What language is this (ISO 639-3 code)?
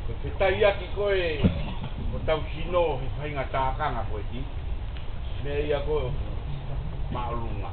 ton